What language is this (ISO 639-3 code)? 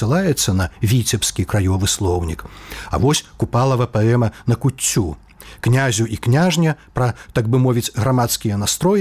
bel